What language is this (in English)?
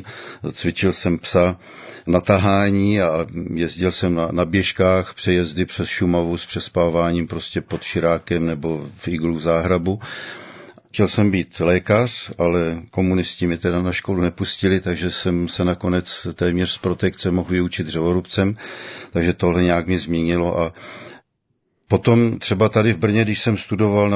Czech